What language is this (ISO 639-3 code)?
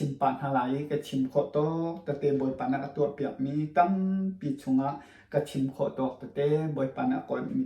cnh